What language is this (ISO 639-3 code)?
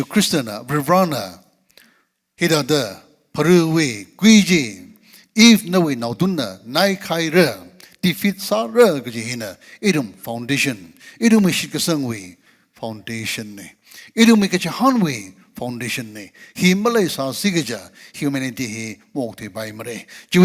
nmf